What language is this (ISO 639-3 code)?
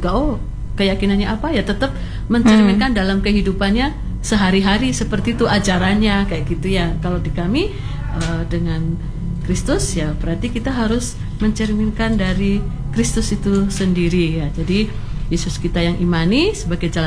ind